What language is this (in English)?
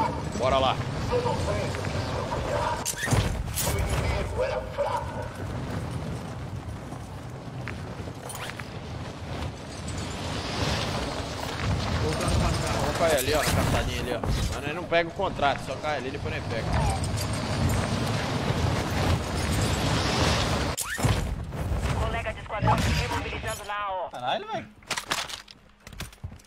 Portuguese